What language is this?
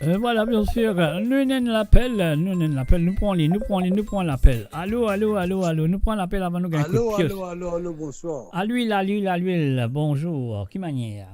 Morisyen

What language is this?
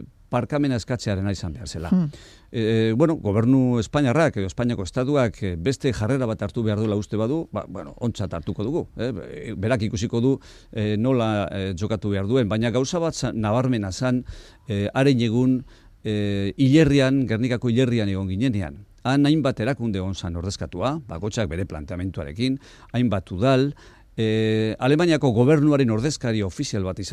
Basque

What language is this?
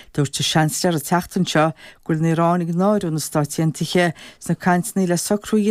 Irish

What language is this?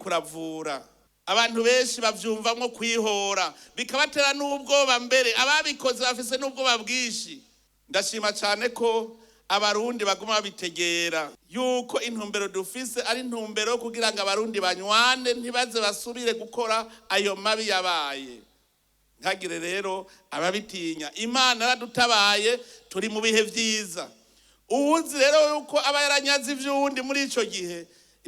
Rundi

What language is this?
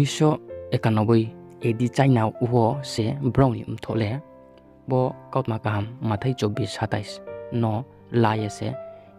Riang (India)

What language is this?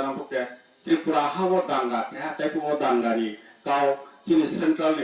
Riang (India)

